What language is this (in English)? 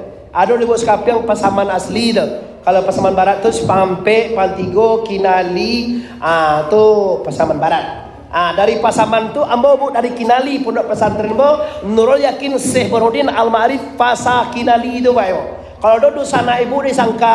Minangkabau